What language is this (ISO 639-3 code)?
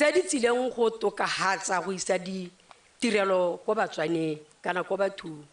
tsn